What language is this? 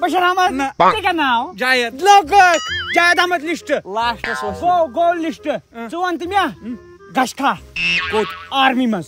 Kashmiri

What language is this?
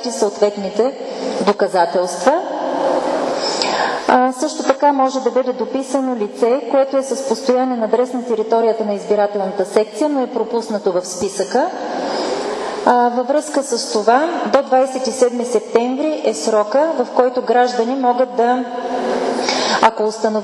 Bulgarian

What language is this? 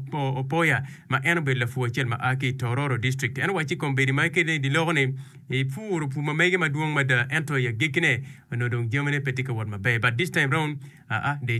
Acoli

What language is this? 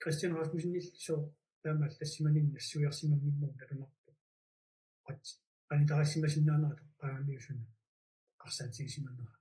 Kalaallisut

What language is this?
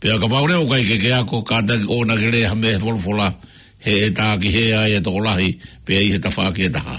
Tongan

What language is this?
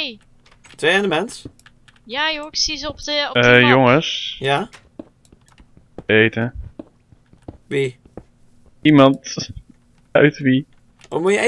Dutch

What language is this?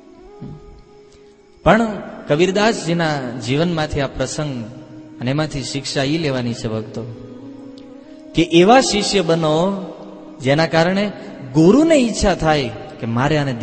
Gujarati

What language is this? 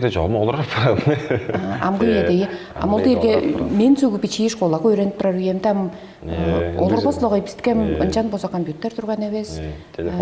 Tuvinian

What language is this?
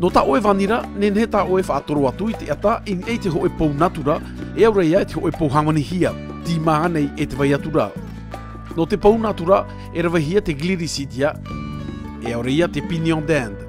Tahitian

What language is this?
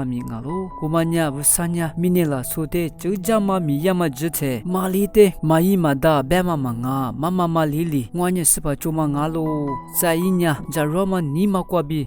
Lisu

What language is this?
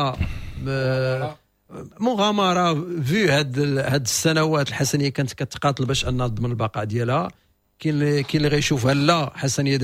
Moroccan Arabic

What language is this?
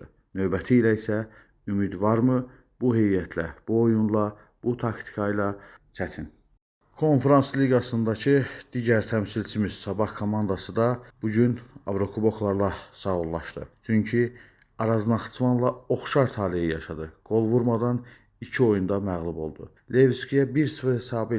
Azerbaijani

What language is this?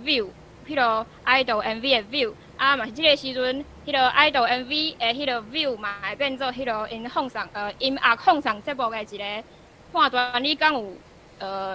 Min Nan Chinese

